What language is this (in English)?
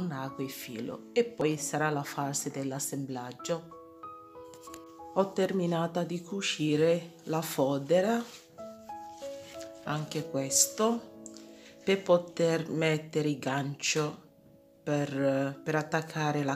Italian